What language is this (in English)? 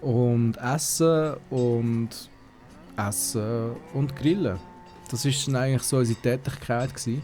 Swiss German